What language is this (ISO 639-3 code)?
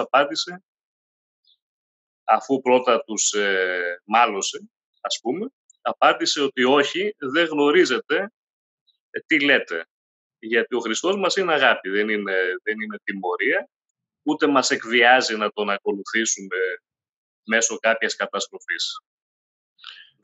ell